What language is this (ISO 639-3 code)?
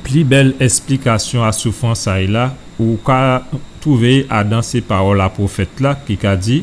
gcf